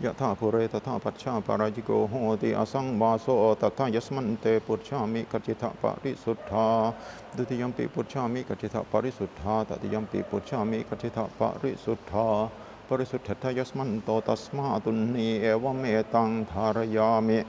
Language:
Pali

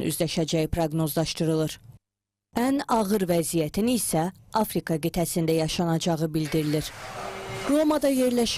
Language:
Azerbaijani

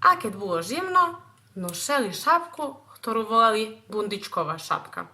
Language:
Rusyn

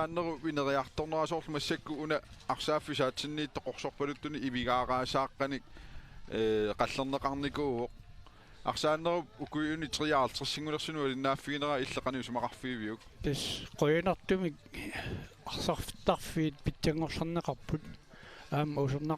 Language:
Kalaallisut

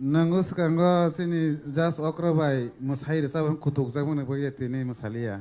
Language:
Kok Borok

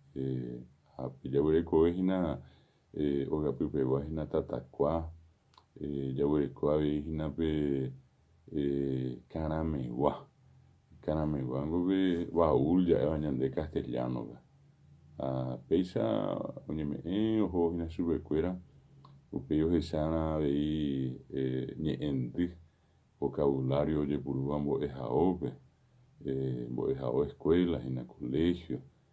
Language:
Guarani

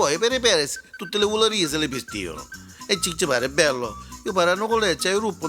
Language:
Neapolitan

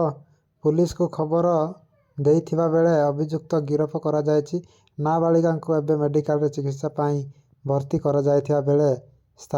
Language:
Odia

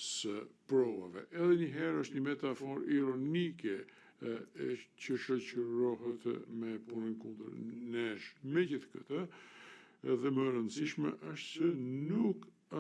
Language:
Albanian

